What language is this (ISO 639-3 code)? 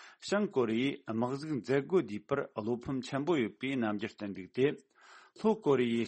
bod